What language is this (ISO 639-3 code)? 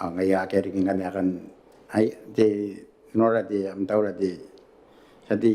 gil